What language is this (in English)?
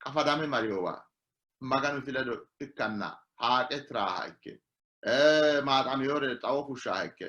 Sidamo